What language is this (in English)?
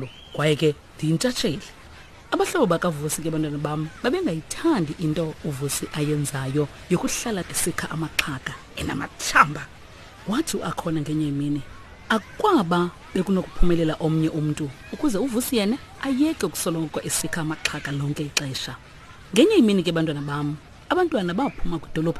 Xhosa